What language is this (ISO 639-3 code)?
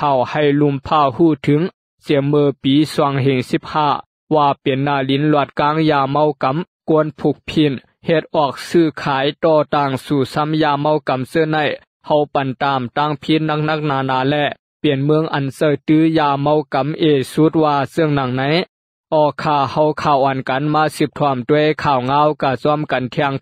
lao